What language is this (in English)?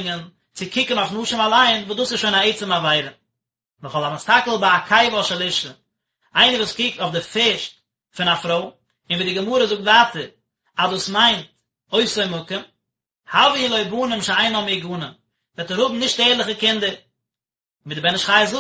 Yiddish